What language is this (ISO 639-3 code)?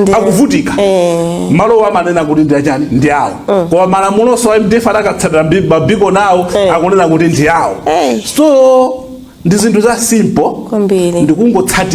nya